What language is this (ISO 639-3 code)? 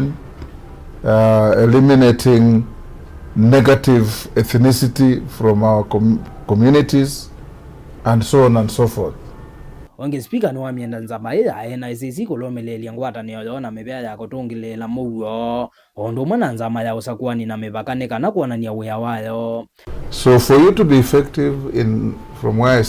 kam